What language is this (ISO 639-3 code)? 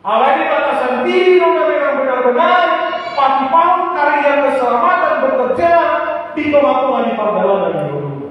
bbc